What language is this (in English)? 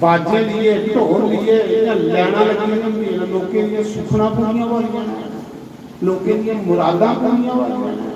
Dogri